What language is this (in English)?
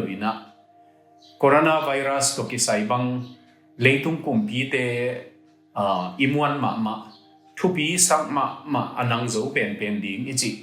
Tedim Chin